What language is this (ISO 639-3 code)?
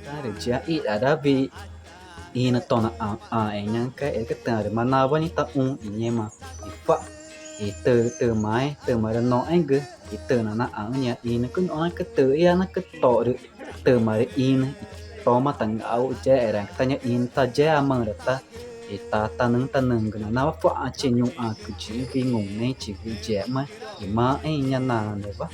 tca